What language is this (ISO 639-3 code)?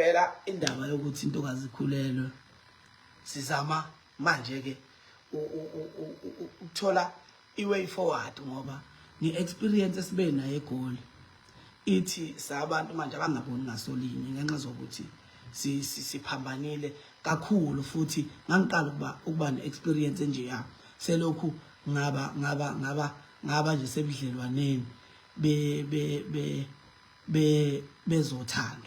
zul